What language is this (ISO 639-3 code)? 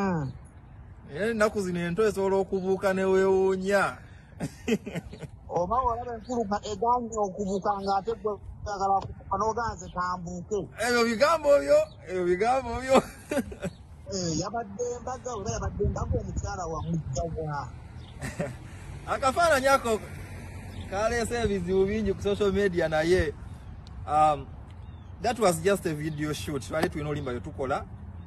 lug